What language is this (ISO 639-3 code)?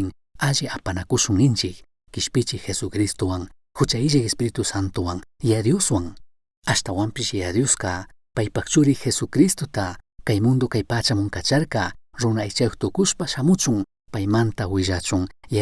qug